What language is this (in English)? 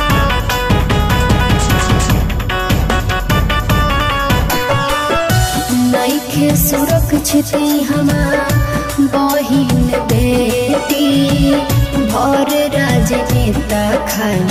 Bhojpuri